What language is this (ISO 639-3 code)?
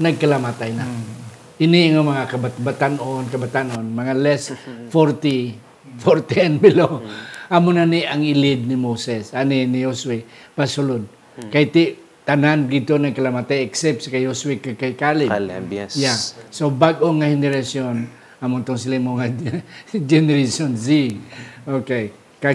hil